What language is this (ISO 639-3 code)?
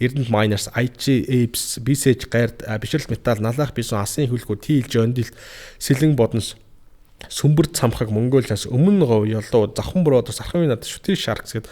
mon